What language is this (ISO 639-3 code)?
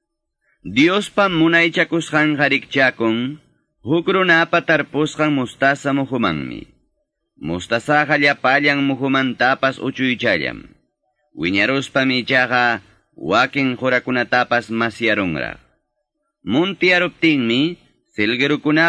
que